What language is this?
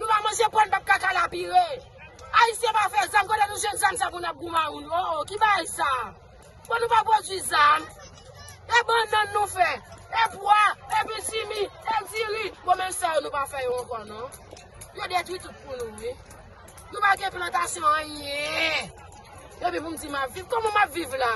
Haitian Creole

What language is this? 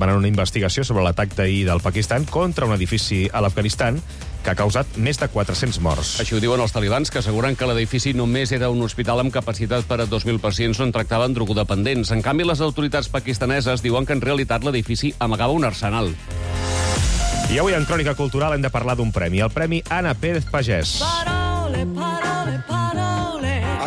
Catalan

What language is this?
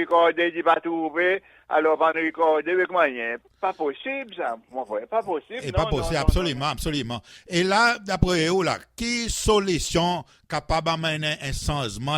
Seselwa Creole French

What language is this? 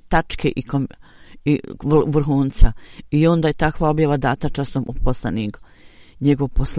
Bosnian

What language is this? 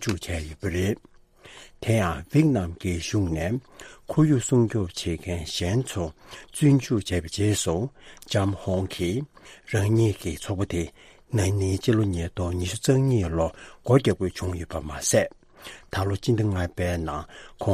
Tibetan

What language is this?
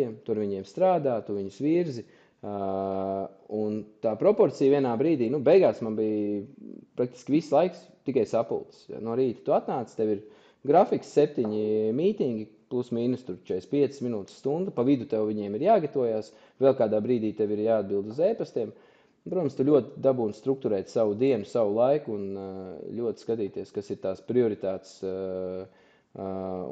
Latvian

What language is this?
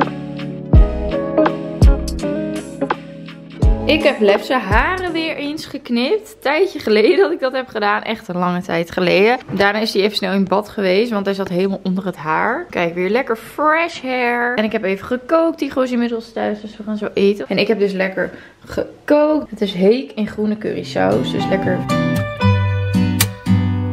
Dutch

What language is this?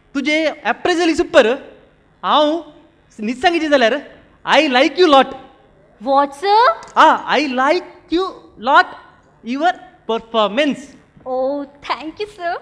Konkani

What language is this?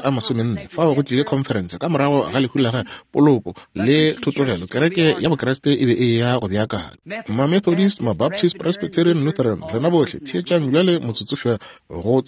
Northern Sotho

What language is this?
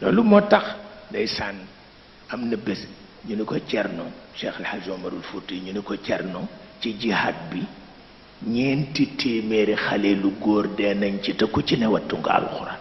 Wolof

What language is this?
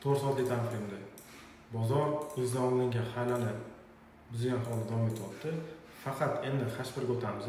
Uzbek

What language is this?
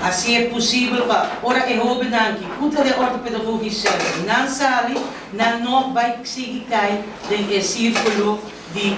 Papiamento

